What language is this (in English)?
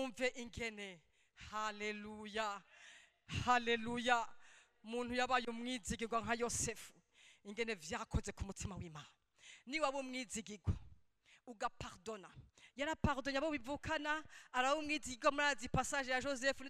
Rundi